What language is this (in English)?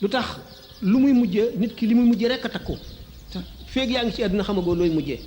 Wolof